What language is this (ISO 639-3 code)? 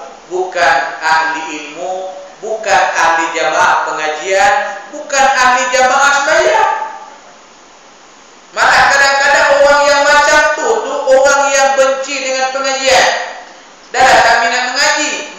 msa